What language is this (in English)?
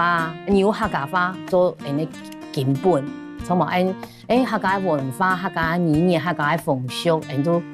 Hakka Chinese